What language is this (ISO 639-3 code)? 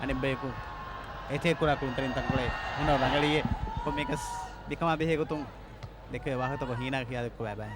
div